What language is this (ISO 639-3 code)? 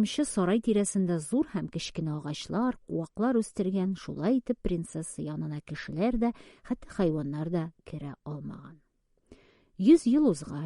tat